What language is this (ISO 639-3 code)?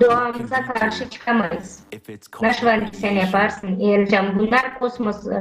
gag